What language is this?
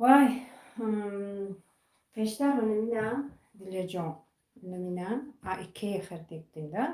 Tajik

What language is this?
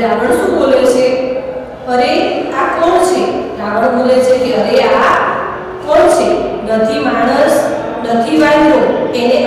Gujarati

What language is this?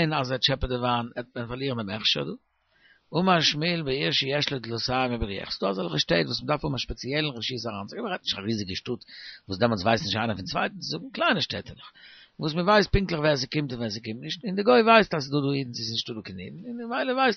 Yiddish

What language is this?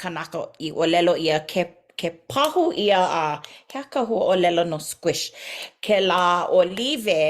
Hawaiian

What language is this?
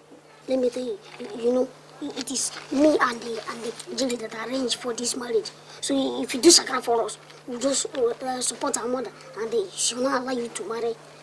Nigerian Pidgin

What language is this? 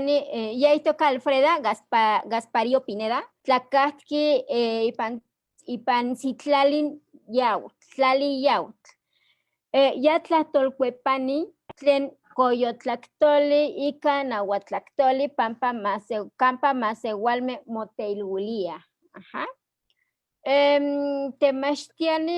Eastern Huasteca Nahuatl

